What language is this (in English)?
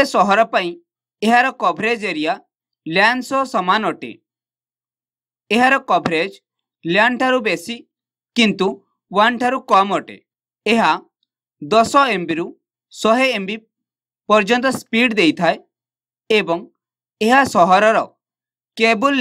Odia